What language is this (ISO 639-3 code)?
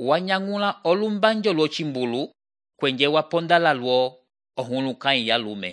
umb